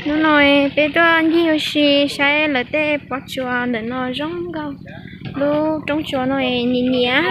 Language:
Hmong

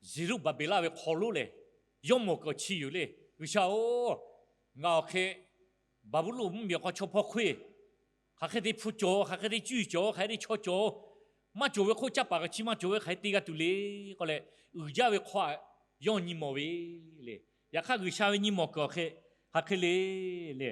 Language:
Lahu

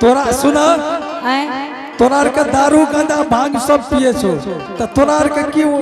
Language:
Angika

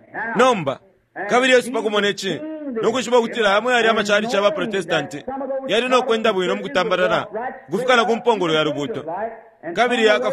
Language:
Bemba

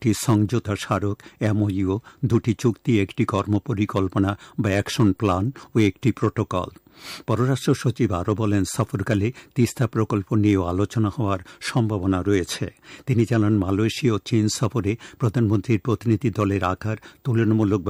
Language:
Bangla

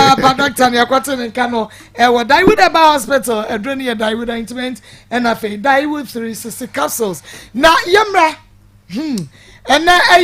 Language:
Akan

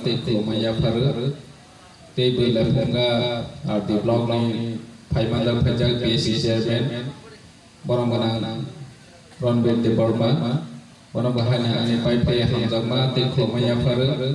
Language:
Kok Borok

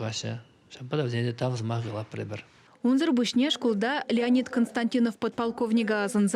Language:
Chuvash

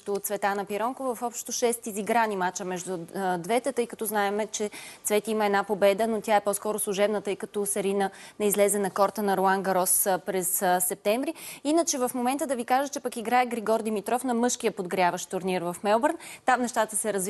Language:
Bulgarian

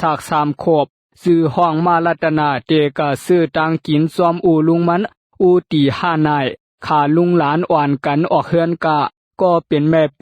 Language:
Shan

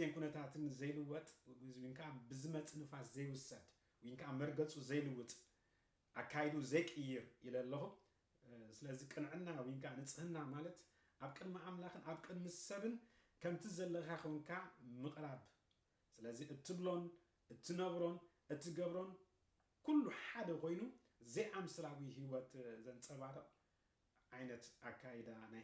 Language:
Tigrinya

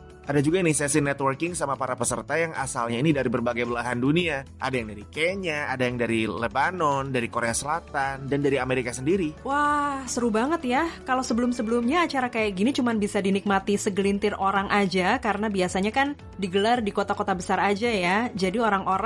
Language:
Indonesian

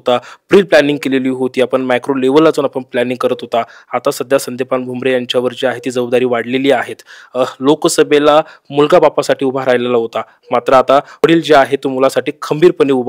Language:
Marathi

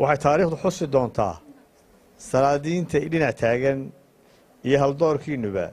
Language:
Somali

